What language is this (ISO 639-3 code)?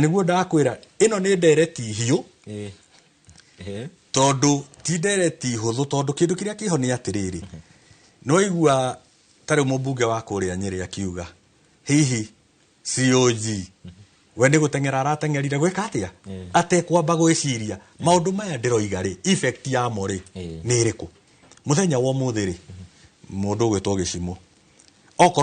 kik